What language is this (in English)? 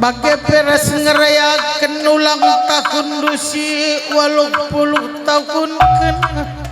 Batak Karo